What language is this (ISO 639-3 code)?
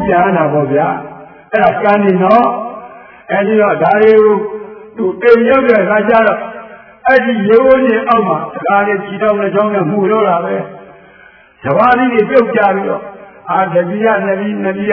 mya